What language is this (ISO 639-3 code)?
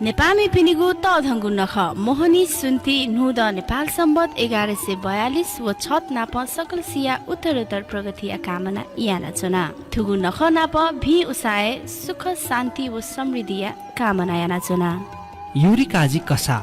new